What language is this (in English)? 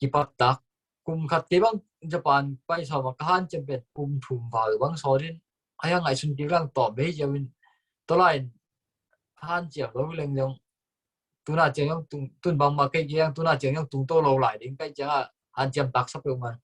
Tedim Chin